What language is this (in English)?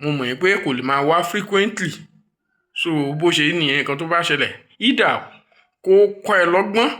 Yoruba